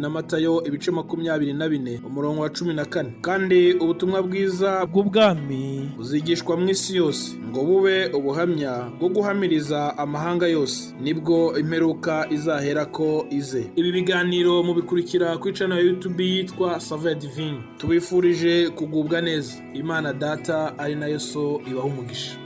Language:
Rundi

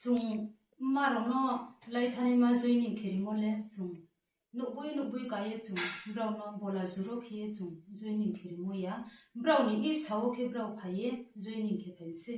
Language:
Riang (India)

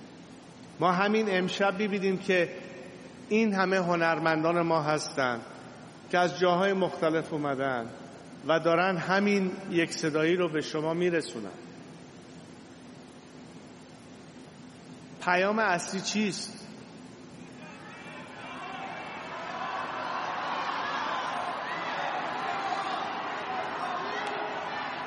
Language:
Persian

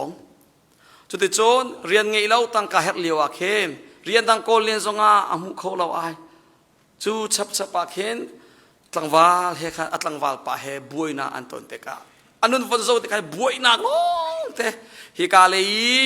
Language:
Hakha Chin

